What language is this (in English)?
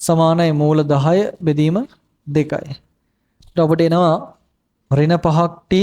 Sinhala